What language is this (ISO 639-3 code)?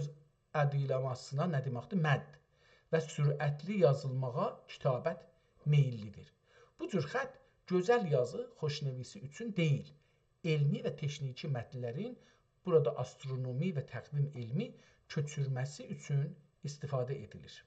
azb